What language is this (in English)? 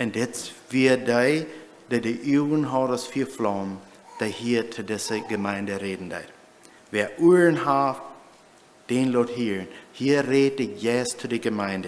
Plautdietsch